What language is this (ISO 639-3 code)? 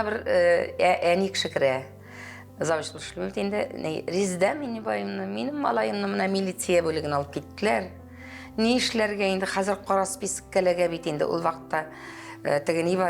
tat